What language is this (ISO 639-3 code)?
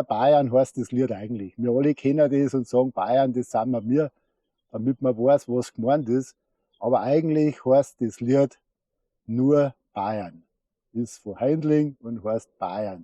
bar